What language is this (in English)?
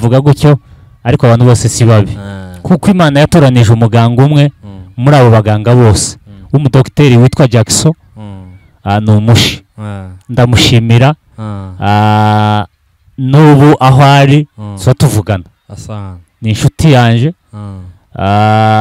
Kinyarwanda